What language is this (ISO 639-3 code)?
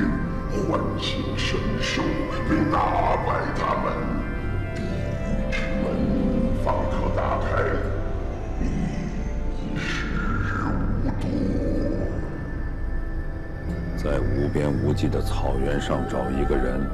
zho